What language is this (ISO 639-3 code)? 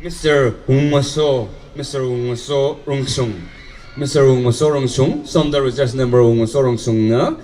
nmf